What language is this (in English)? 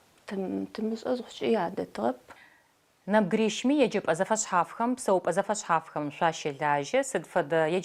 Adyghe